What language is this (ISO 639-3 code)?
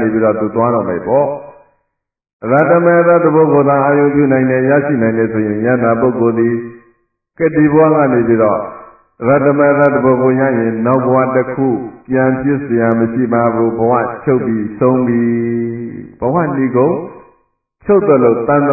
mya